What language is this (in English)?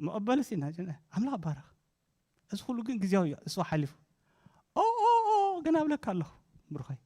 Tigrinya